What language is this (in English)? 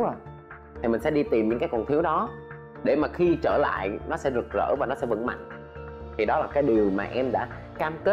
Vietnamese